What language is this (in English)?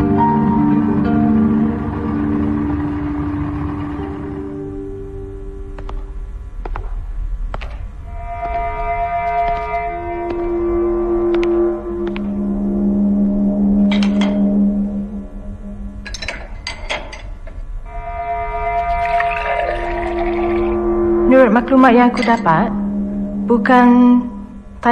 Malay